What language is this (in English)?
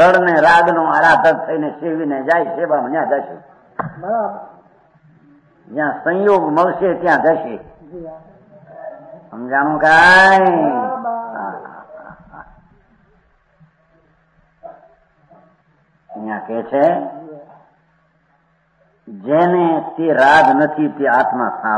Gujarati